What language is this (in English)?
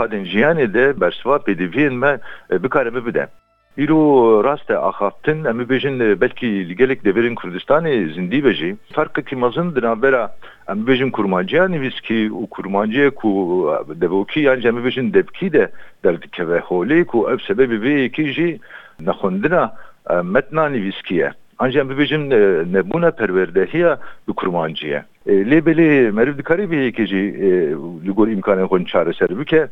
Kurdish